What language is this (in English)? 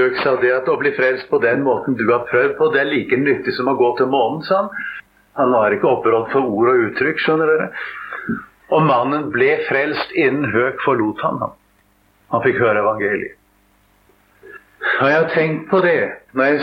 Norwegian